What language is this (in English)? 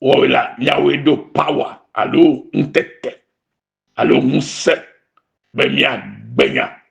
Ewe